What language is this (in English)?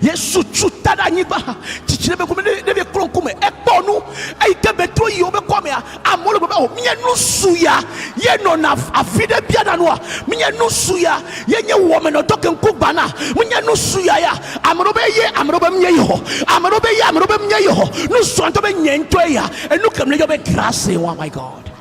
Ewe